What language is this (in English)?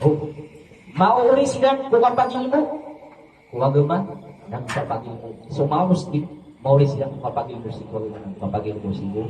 Maranao